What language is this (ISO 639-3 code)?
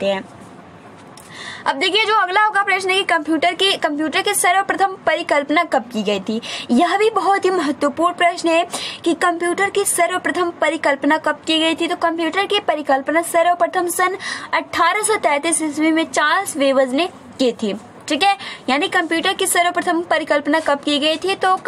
hin